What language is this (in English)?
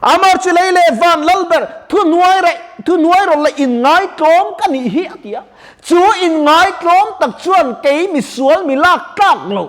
Mizo